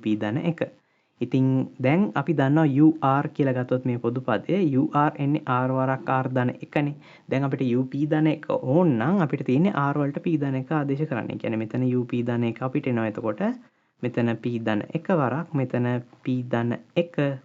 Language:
Sinhala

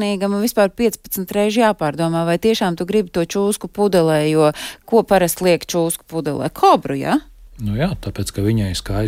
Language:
Latvian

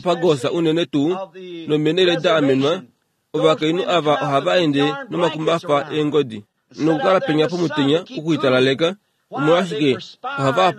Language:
Kuanyama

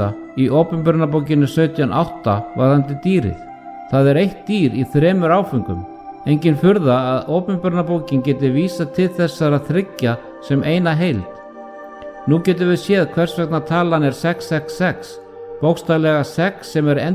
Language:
Icelandic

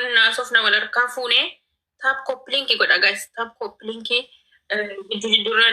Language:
Oromo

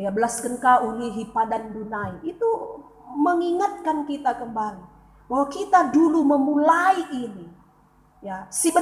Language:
Batak Karo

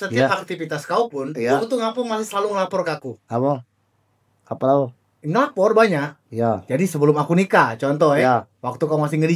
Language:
Musi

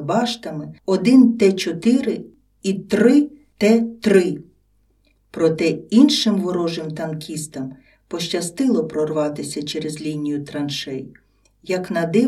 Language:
Ukrainian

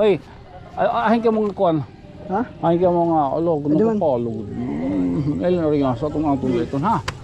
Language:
Waray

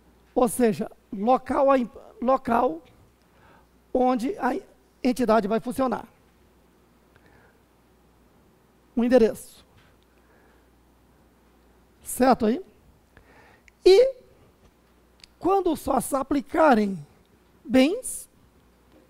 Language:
Portuguese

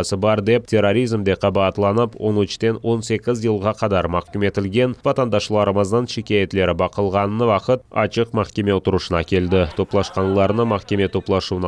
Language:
Crimean Tatar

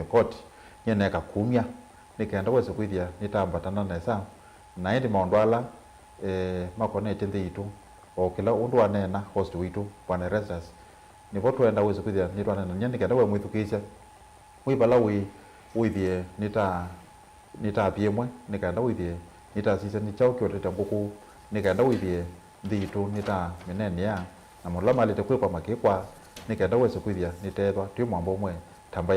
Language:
Kamba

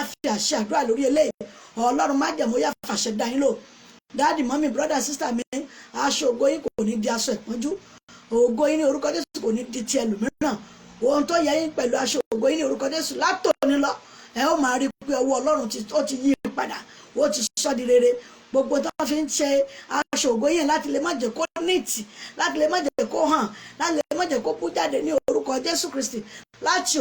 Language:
Yoruba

